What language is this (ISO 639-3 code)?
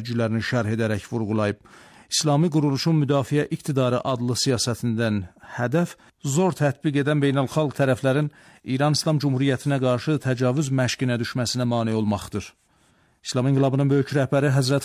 aze